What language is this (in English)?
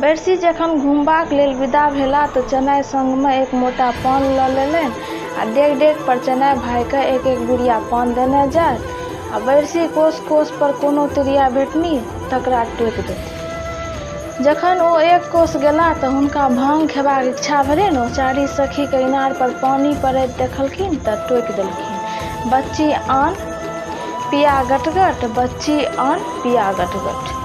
Maithili